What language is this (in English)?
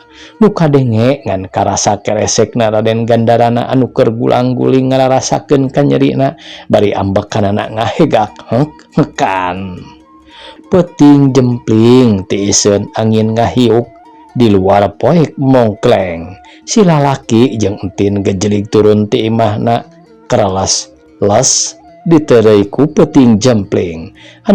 Sundanese